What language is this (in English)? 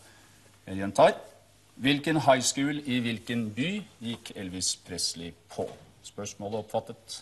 Norwegian